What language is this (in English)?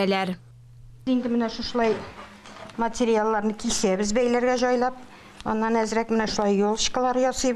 Tatar